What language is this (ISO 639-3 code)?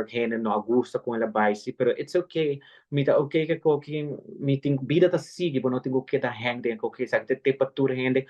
pap